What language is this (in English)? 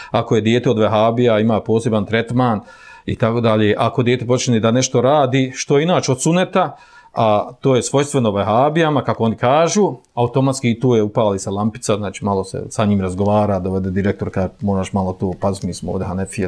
Bosnian